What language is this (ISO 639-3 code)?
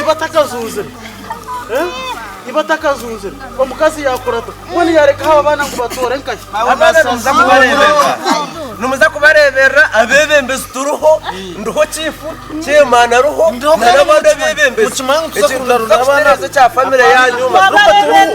nyn